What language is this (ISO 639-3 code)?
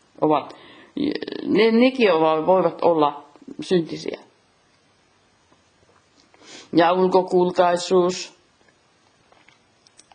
fin